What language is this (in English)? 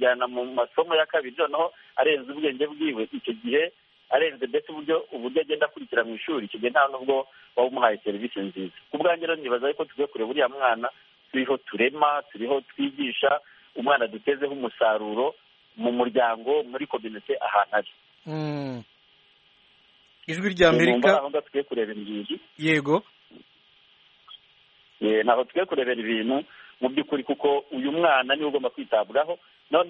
Kinyarwanda